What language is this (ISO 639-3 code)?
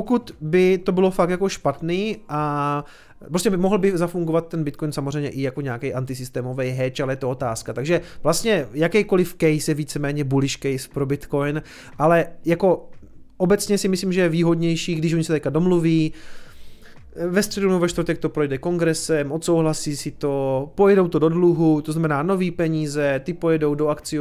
ces